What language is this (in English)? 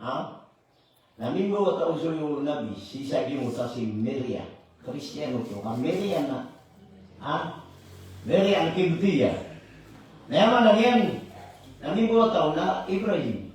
Maranao